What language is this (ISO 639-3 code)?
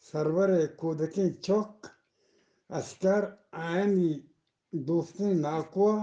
bgp